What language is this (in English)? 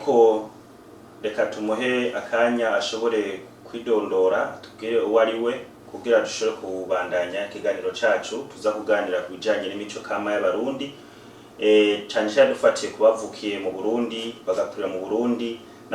Rundi